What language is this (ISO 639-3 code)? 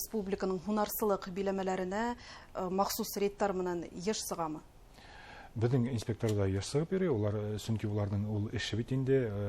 bak